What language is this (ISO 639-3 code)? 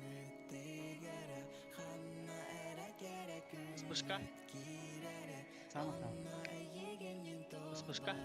sah